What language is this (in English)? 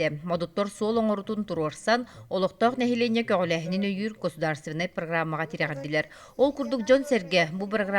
Yakut